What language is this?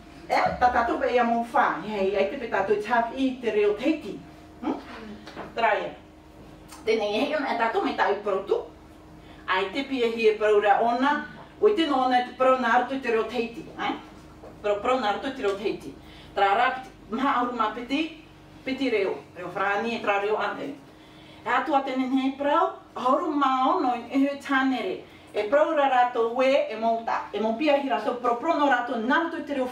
Tahitian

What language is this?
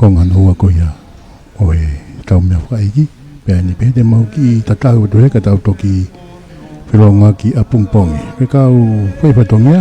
Tongan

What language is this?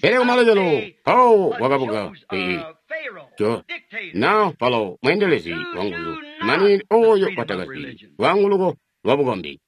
Tonga (Zambia)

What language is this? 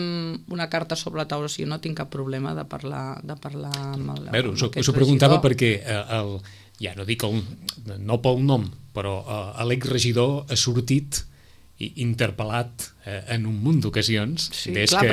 Catalan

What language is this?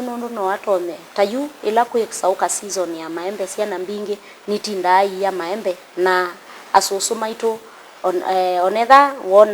Kamba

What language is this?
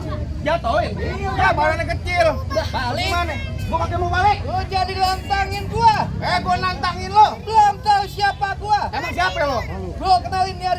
Betawi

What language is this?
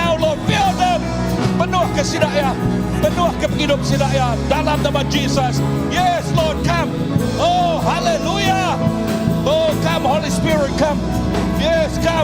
Iban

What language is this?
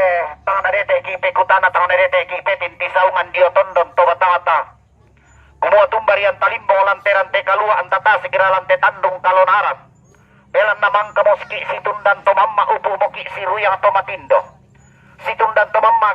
Toraja-Sa'dan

